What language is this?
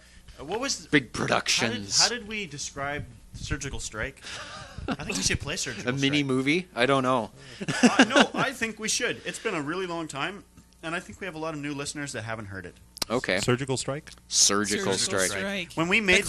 English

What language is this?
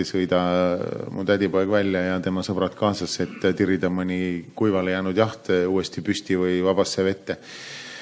Estonian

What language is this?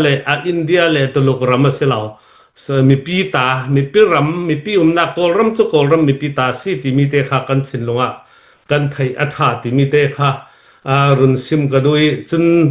Falam Chin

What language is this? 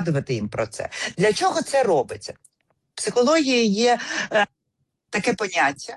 Ukrainian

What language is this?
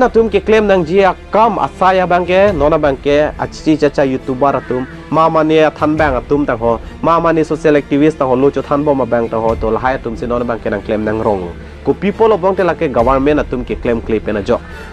Karbi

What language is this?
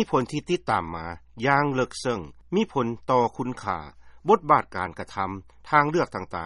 Lao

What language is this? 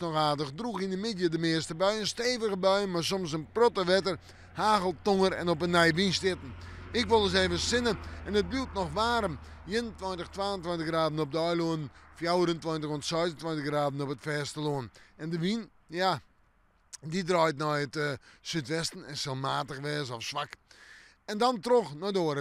Western Frisian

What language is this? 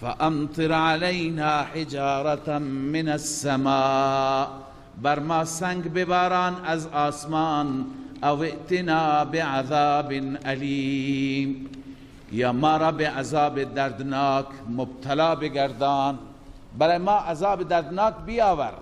Persian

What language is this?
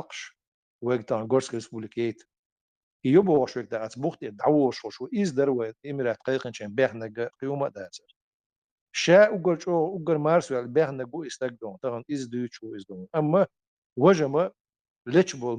Chechen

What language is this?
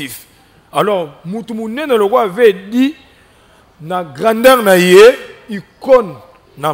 Lingala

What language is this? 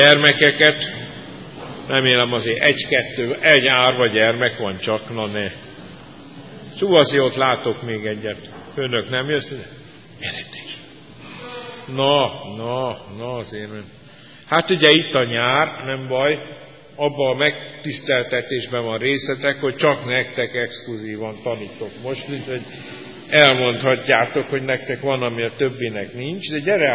Hungarian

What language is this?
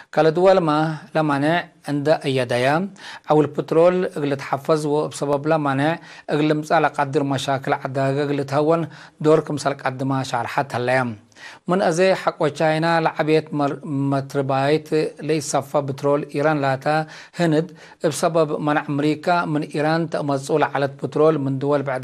Tigre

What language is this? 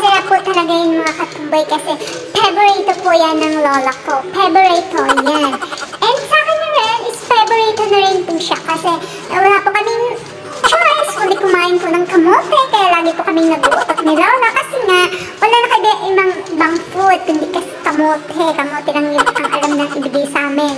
Filipino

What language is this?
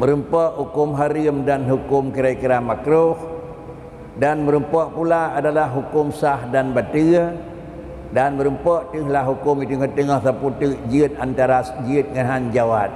Achinese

